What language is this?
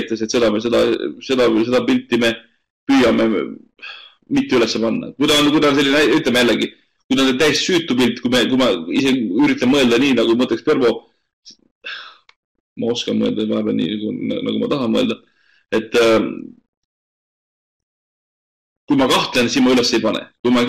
Estonian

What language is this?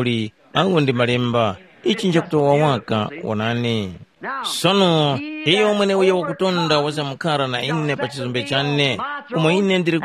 Tumbuka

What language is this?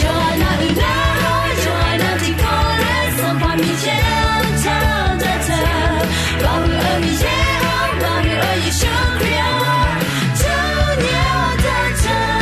Akha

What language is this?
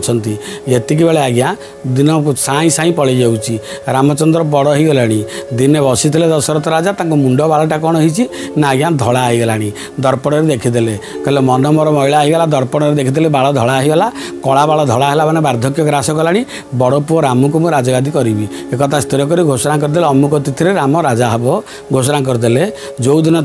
Odia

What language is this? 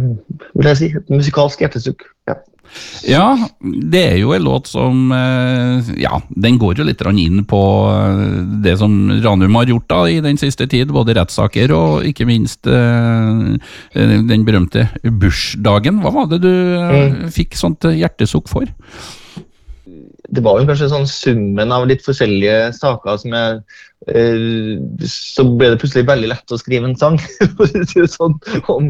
Norwegian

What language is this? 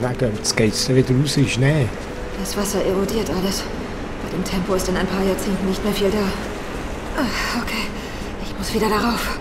Swiss German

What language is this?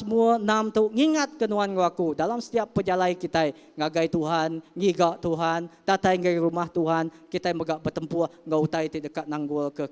Iban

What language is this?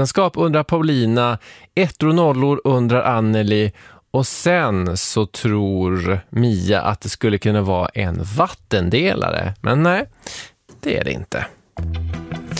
Swedish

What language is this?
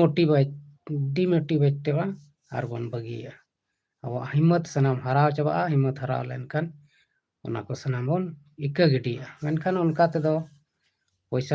Santali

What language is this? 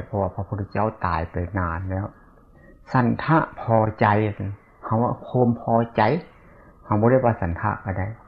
Northeastern Thai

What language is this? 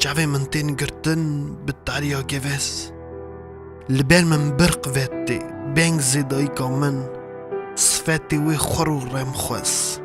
Kurdish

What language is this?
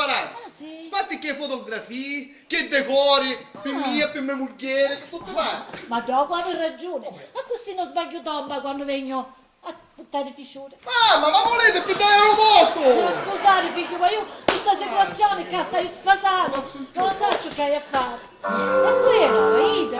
Sicilian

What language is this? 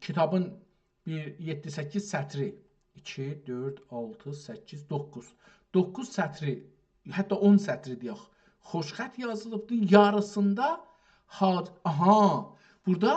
South Azerbaijani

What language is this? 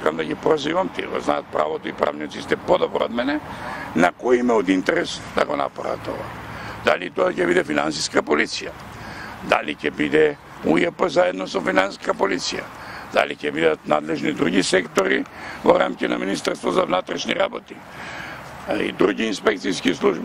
Macedonian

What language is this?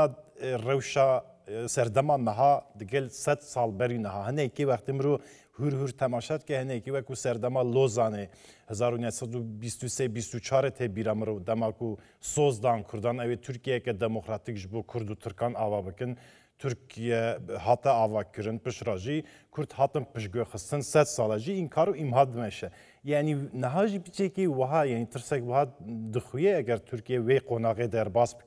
Kurdish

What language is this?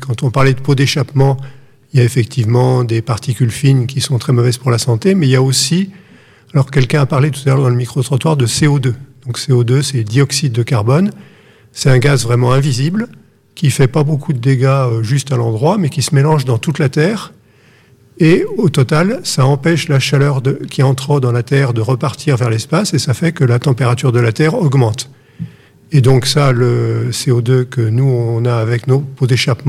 French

